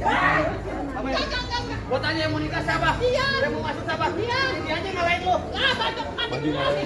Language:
Betawi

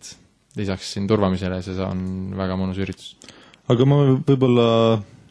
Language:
Estonian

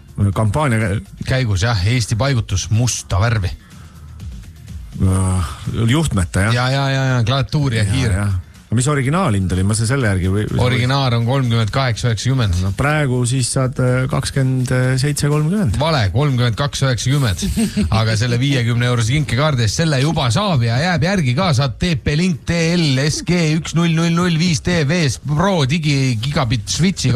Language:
Estonian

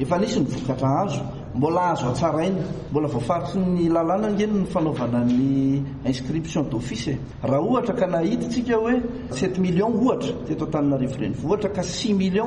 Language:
Malagasy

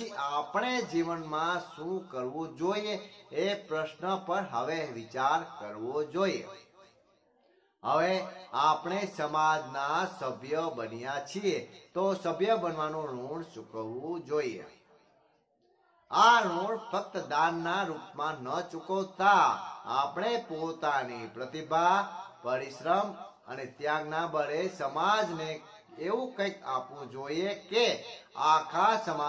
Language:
Gujarati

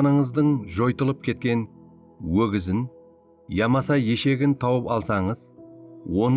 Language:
Kara-Kalpak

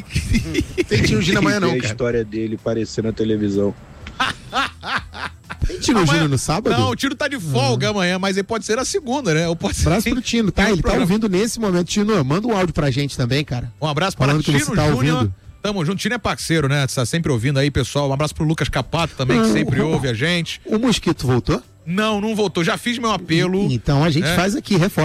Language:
Portuguese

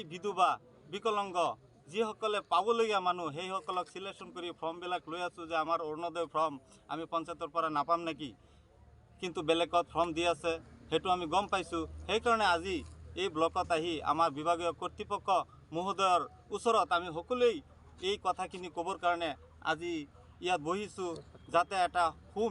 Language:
Assamese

